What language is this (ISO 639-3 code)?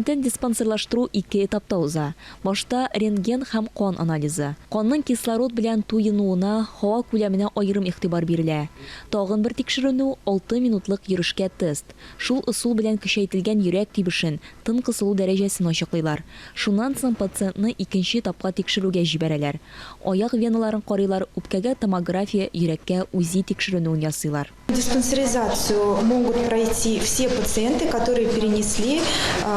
tat